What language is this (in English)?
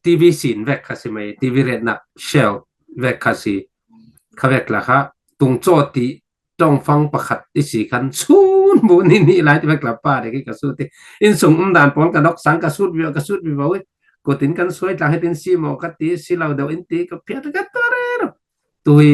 Falam Chin